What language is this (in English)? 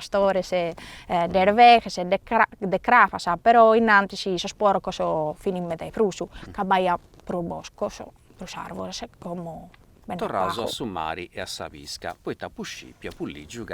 Sardinian